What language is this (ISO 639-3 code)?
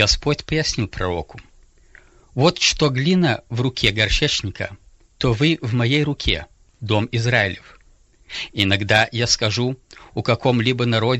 rus